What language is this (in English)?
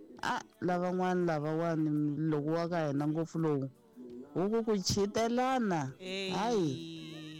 Tsonga